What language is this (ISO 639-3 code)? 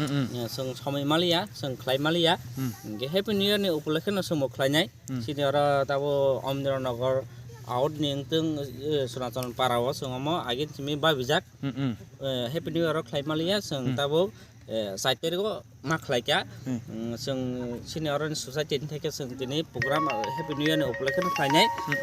trp